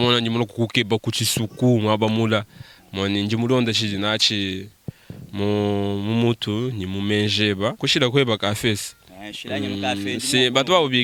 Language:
Luba-Lulua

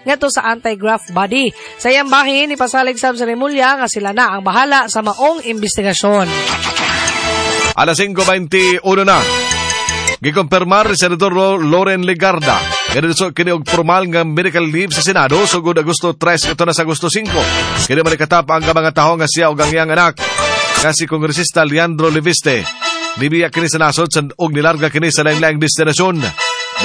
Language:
Cebuano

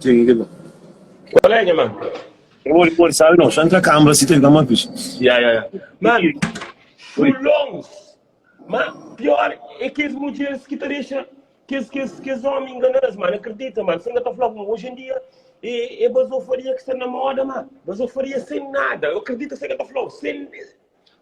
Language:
Kabuverdianu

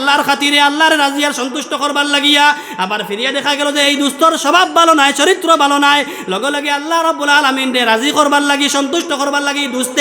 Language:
Sylheti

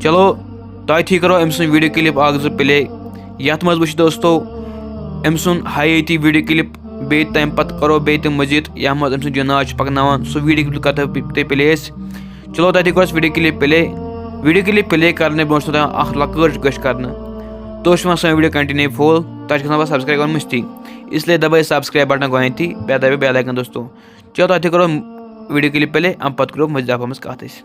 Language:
Kashmiri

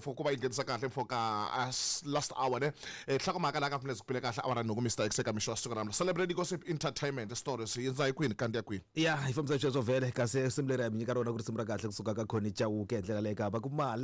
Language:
Tsonga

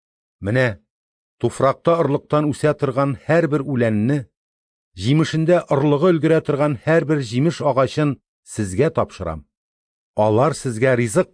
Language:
Tatar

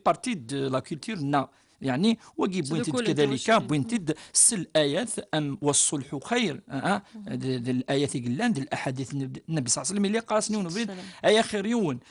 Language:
Kabyle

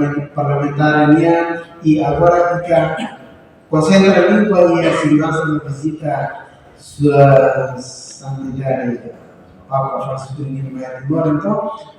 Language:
Tetum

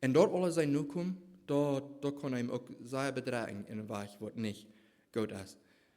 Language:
Plautdietsch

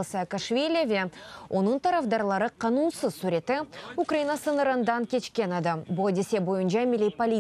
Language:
Crimean Tatar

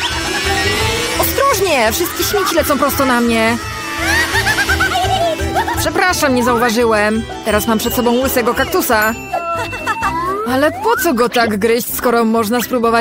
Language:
Polish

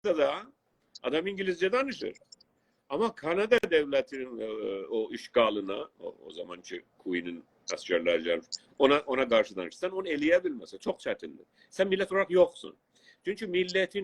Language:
South Azerbaijani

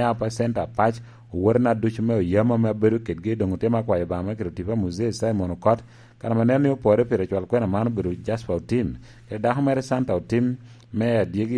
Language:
Lango (Uganda)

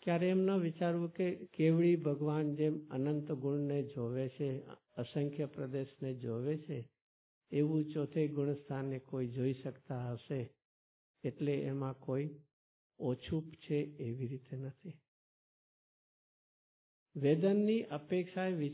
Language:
Gujarati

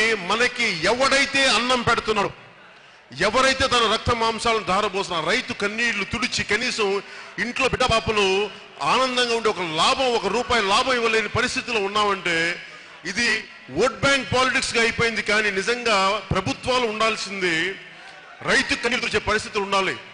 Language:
Telugu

